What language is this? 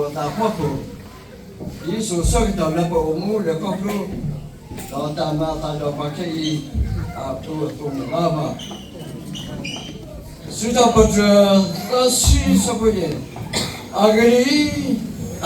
S'gaw Karen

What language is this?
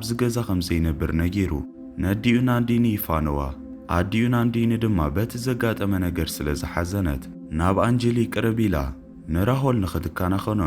Tigrinya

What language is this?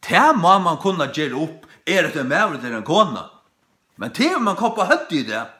Faroese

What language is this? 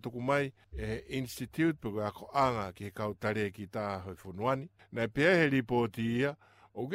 Tongan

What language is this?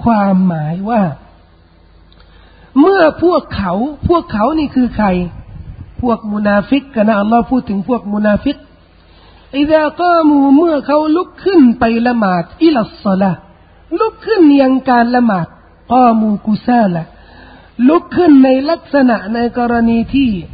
Thai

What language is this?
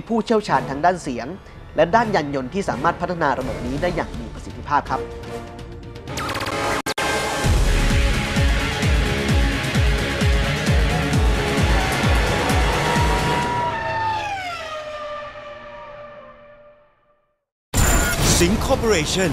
Thai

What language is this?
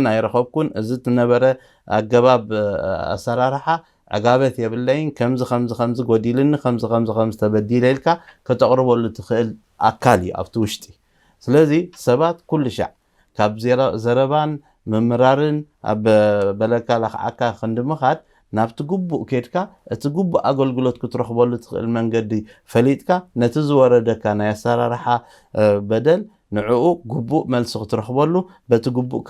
Tigrinya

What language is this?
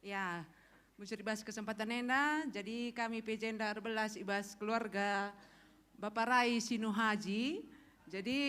Batak Karo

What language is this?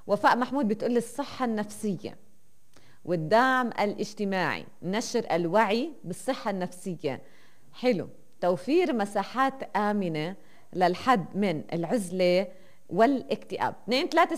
North Levantine Arabic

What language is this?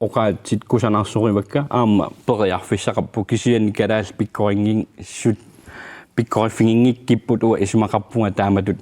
Kalaallisut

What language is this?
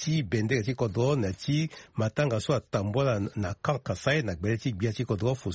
Sango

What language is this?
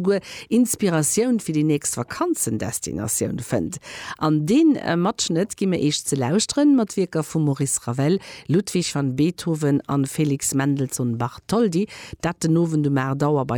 Luxembourgish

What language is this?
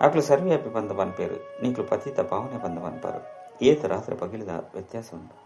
Tulu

